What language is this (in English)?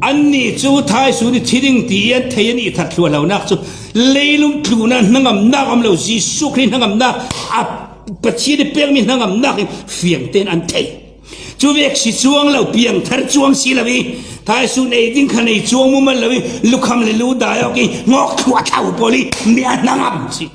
Falam Chin